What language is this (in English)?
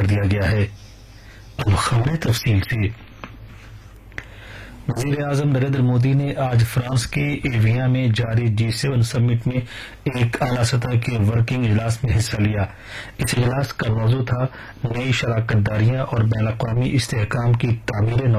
Urdu